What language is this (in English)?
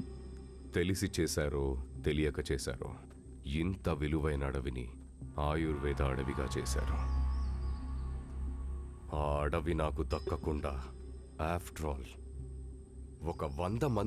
Telugu